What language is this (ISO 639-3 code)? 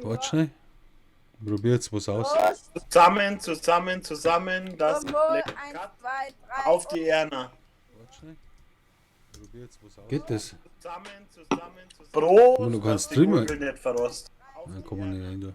bar